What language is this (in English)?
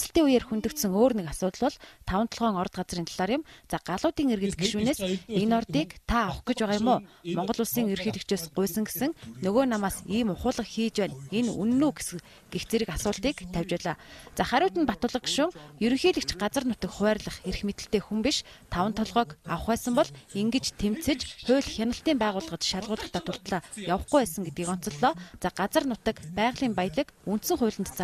Mongolian